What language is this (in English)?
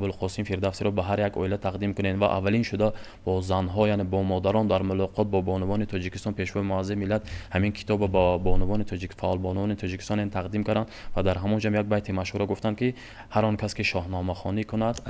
Tajik